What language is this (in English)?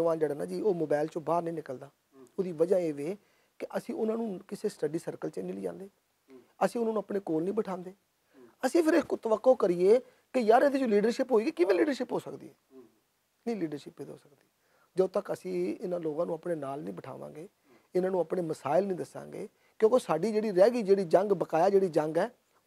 Western Panjabi